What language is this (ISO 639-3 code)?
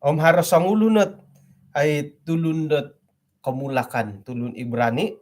dtp